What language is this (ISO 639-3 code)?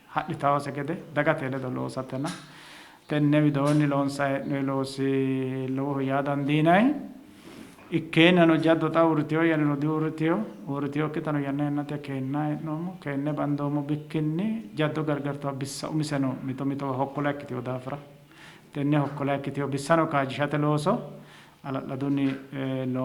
sid